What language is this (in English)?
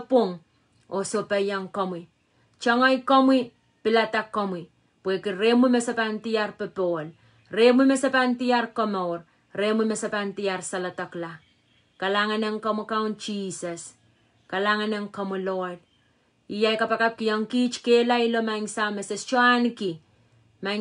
Pohnpeian